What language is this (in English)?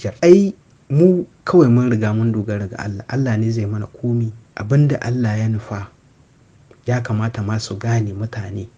Hausa